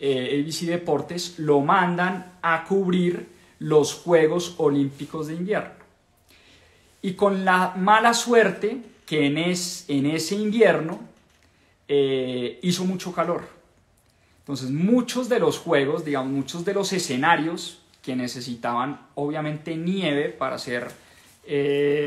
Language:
Spanish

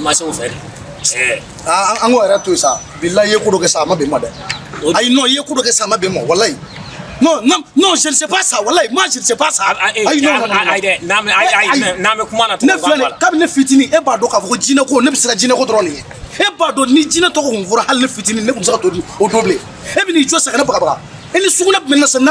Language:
Bambara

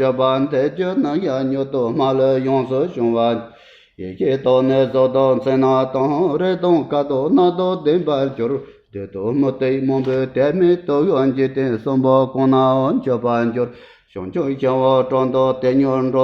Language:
Tibetan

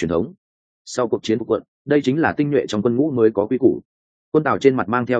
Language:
Vietnamese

